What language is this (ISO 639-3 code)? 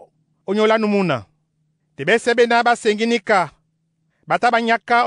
dua